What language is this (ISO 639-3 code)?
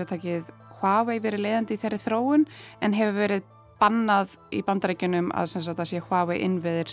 isl